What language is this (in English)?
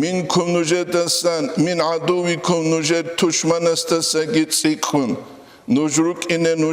Avaric